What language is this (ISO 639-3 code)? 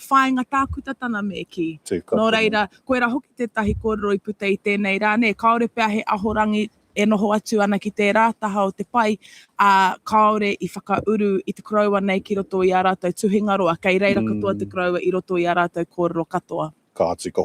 mri